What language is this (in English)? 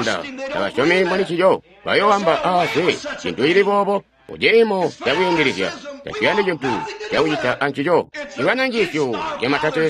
Tonga (Zambia)